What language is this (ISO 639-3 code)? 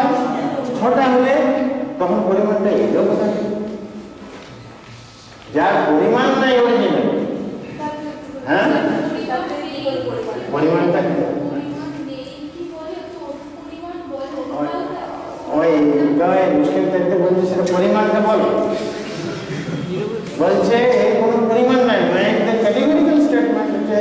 ben